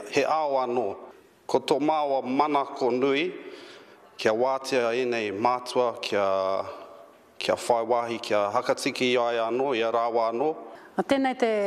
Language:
Māori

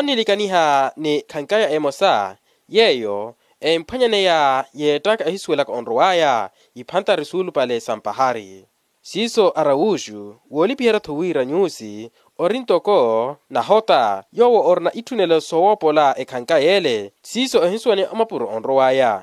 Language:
Makhuwa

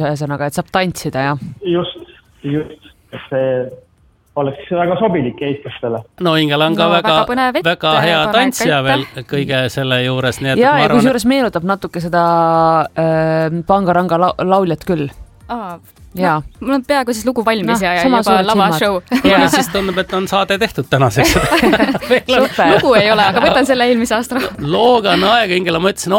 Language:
Estonian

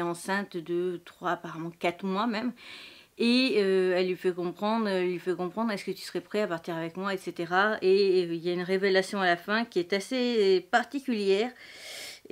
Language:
French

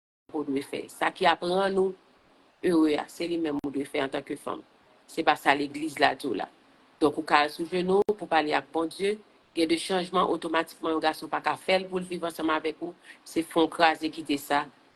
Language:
Haitian Creole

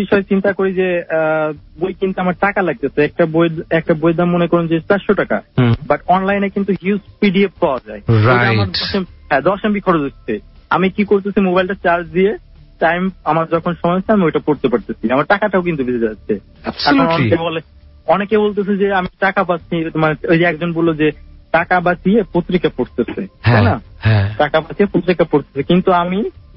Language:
Bangla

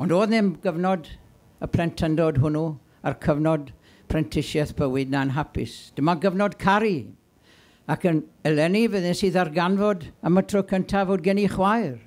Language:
Welsh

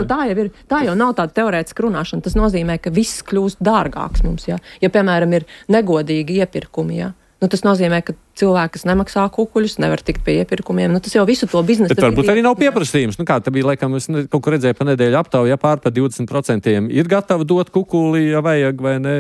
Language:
Latvian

